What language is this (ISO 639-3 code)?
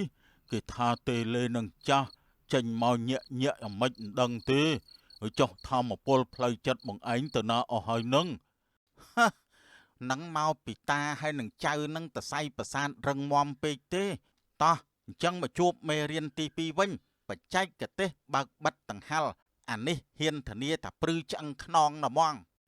khm